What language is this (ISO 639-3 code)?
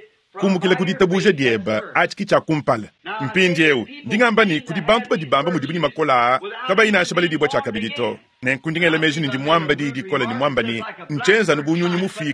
lua